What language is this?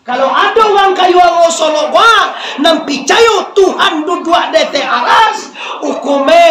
Minangkabau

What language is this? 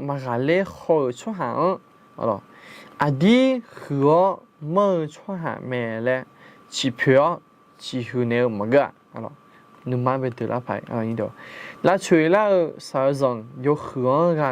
Akha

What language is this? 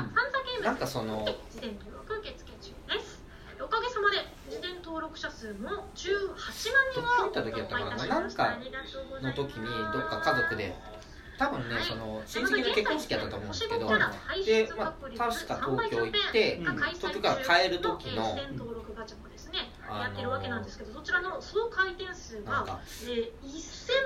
Japanese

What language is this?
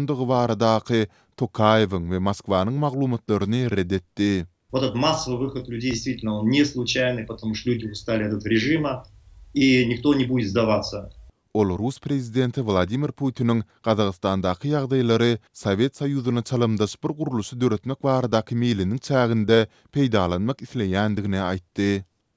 Turkmen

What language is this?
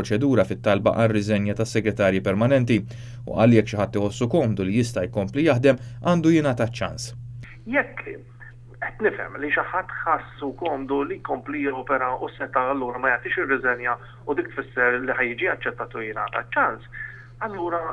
Maltese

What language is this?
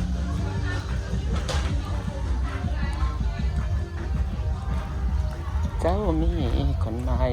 Northeastern Thai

